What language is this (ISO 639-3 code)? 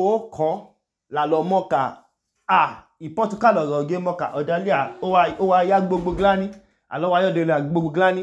idu